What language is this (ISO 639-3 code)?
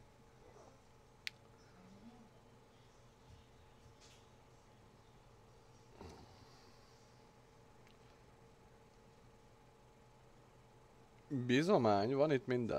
hun